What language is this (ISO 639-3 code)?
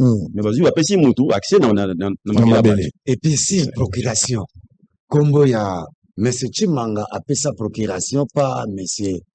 lin